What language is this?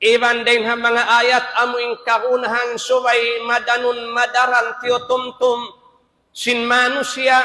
Tausug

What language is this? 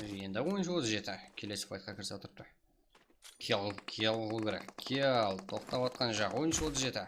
Kara-Kalpak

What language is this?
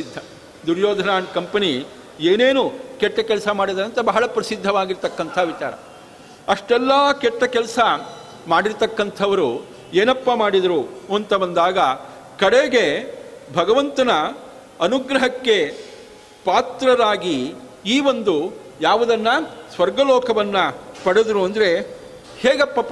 Kannada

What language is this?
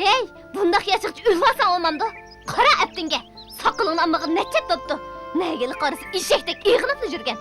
Uyghur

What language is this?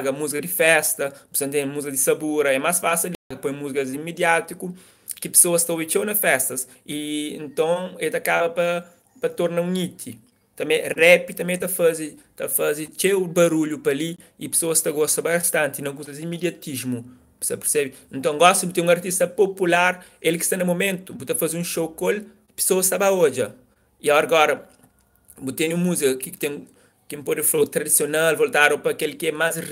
Kabuverdianu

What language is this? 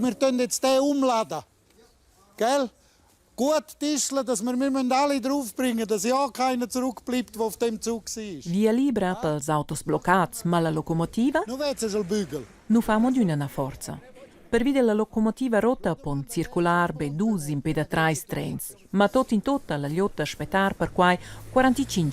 Romansh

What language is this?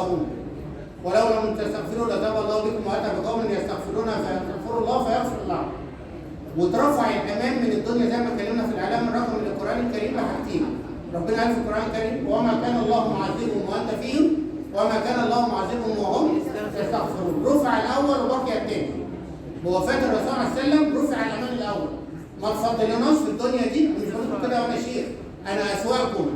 Egyptian Arabic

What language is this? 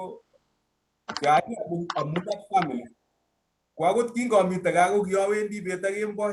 Kalenjin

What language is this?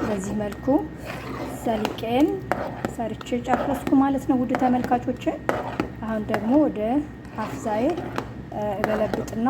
Amharic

